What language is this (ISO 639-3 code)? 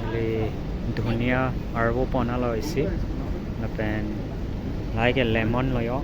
mjw